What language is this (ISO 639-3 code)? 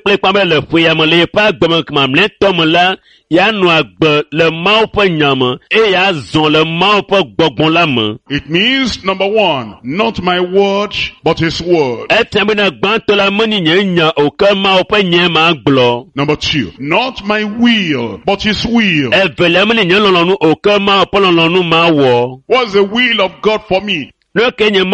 ewe